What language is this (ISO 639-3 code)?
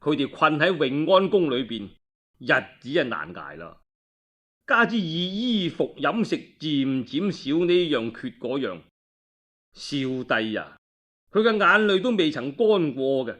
yue